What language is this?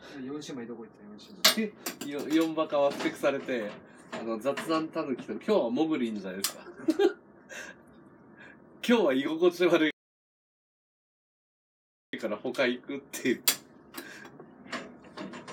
Japanese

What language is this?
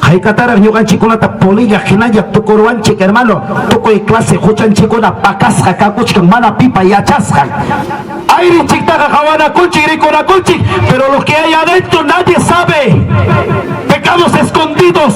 Ayacucho Quechua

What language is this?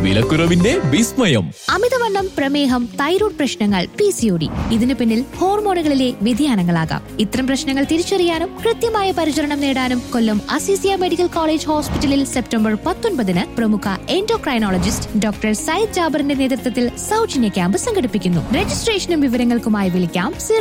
Malayalam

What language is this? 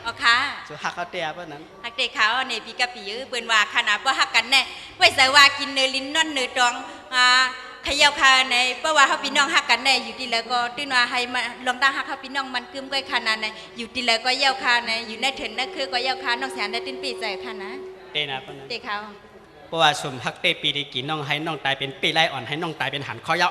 Shan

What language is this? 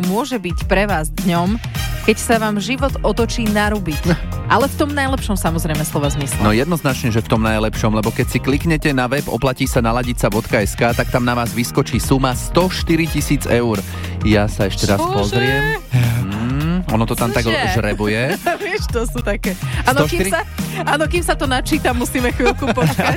Slovak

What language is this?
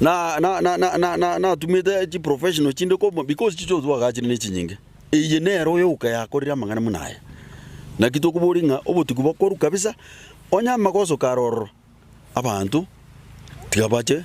Gusii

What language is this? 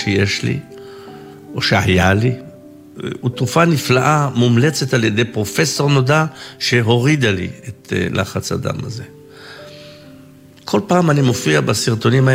Hebrew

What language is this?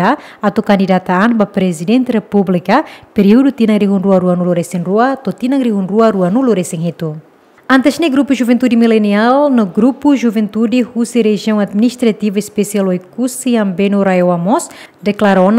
Tetum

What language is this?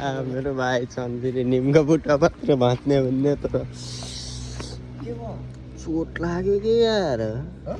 Nepali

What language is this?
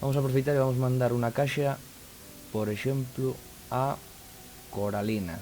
Asturian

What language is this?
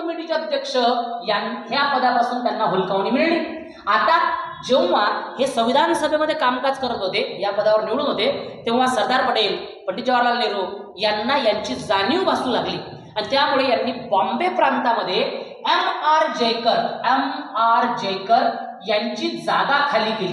Marathi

